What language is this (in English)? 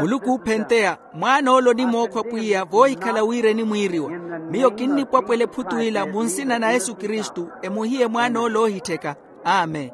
Makhuwa